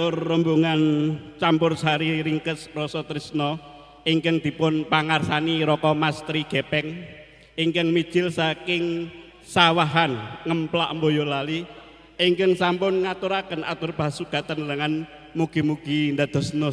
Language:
Javanese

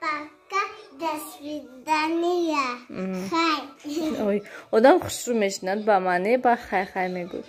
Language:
Tajik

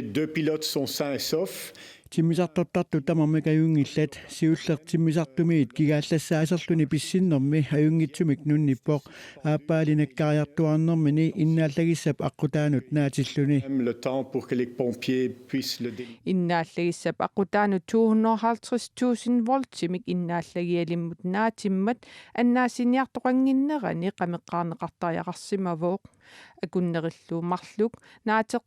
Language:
Kalaallisut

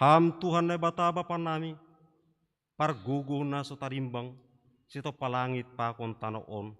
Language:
Batak Simalungun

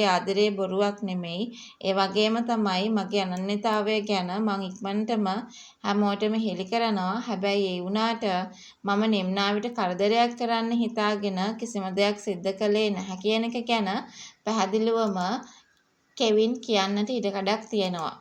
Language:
Sinhala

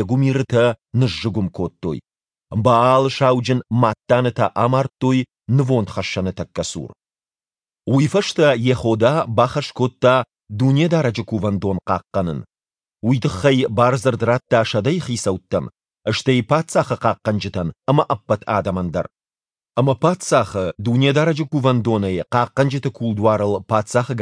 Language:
Ossetic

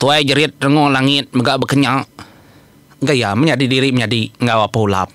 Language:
Iban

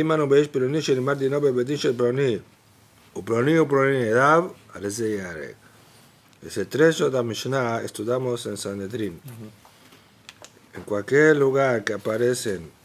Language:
Spanish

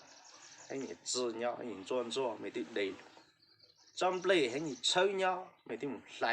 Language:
Hmong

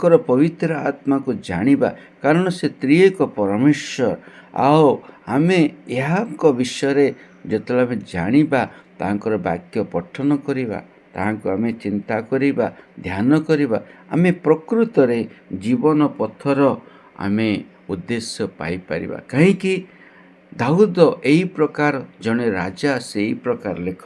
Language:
Odia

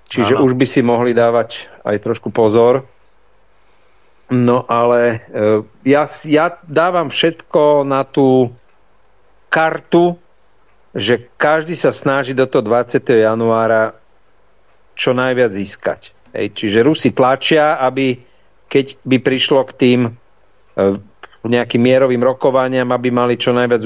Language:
Slovak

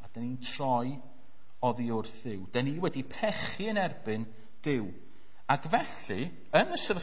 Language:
Welsh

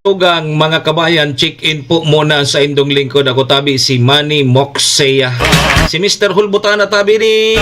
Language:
Bikol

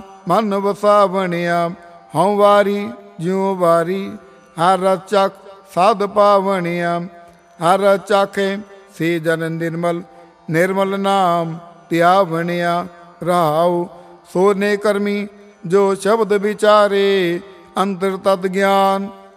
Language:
Punjabi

